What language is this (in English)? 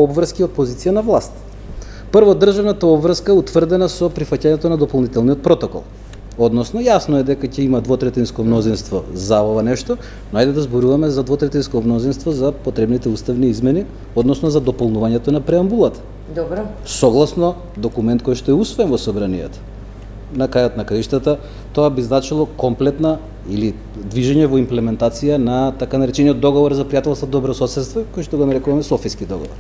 Macedonian